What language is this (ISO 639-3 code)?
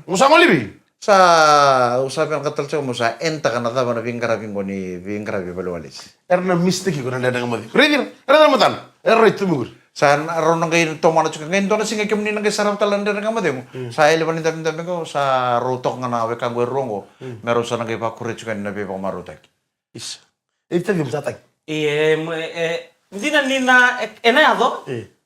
fij